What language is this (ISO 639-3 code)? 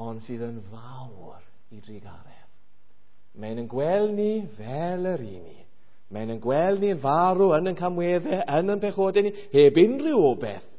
cym